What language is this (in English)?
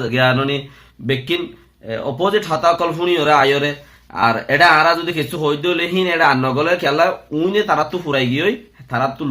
Rohingya